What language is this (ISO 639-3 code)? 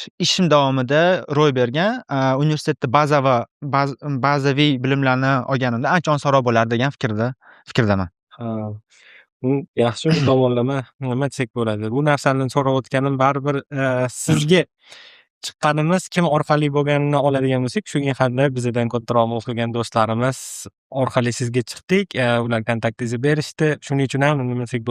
uzb